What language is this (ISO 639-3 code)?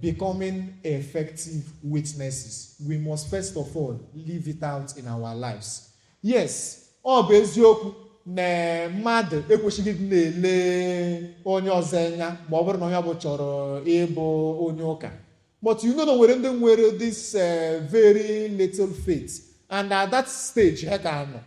ibo